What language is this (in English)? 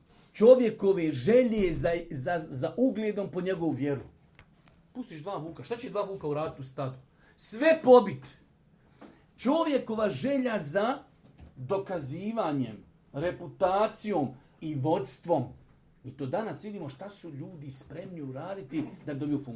Bosnian